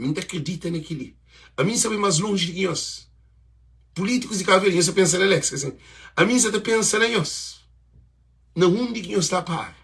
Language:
Kabuverdianu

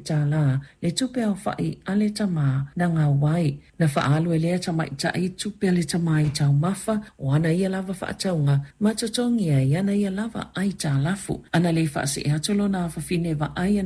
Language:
Samoan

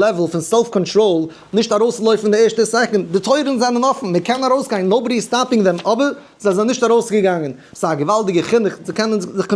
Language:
Yiddish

